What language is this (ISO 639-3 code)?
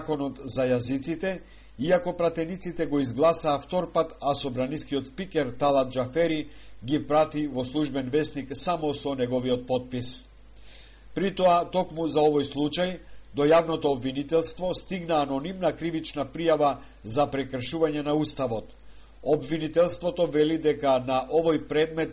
mkd